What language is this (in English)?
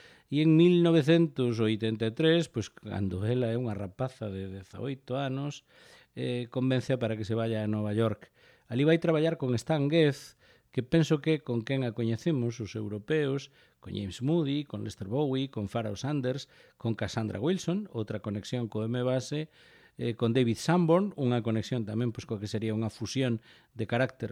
Galician